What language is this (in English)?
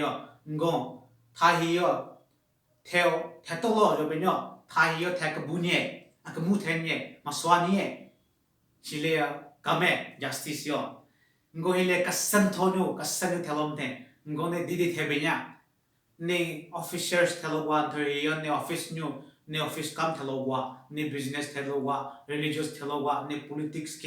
Southern Rengma Naga